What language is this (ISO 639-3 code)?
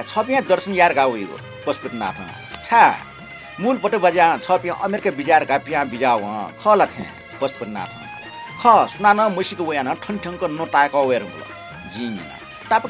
new